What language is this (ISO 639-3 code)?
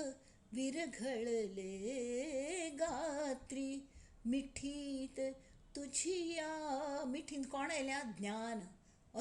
kok